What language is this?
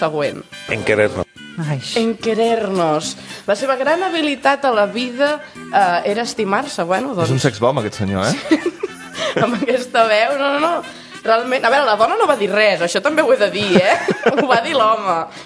Catalan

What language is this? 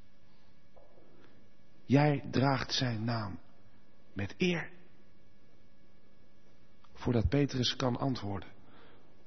Dutch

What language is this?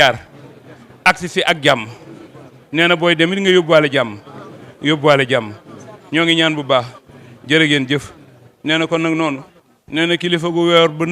Wolof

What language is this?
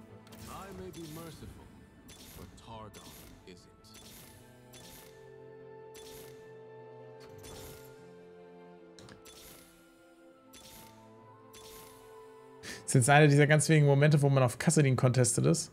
German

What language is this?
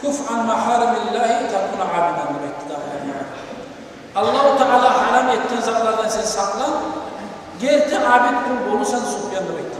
Kumyk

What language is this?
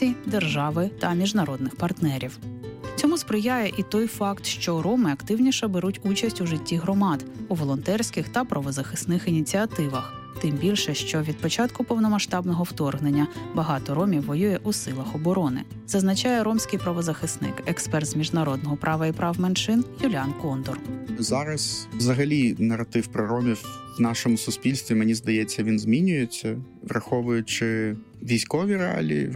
Ukrainian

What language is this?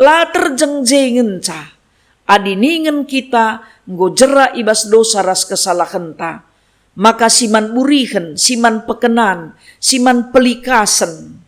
Batak Karo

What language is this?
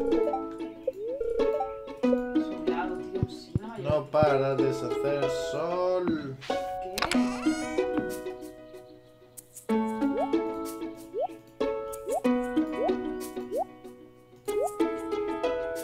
Spanish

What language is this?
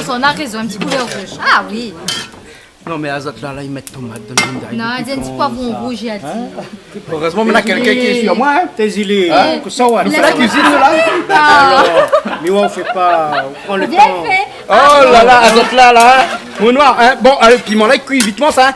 Réunion Creole French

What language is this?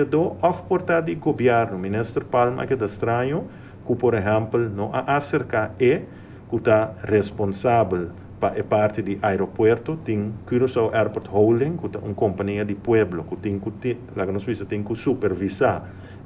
Papiamento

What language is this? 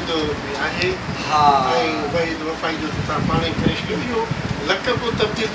Sindhi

